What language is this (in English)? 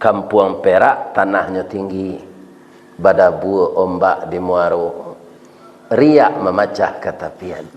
Minangkabau